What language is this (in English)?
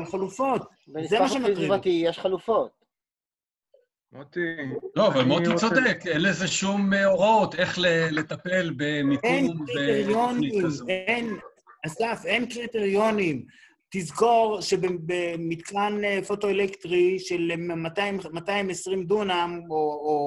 Hebrew